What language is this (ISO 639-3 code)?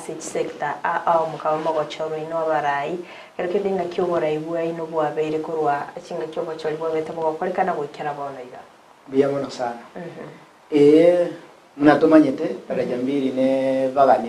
guz